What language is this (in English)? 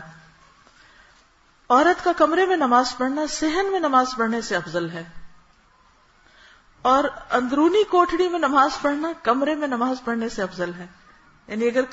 Urdu